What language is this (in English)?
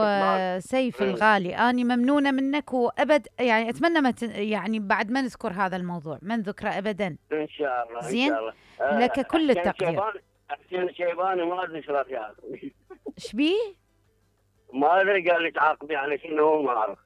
Mesopotamian Arabic